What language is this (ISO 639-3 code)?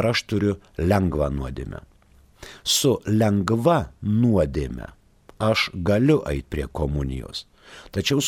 lit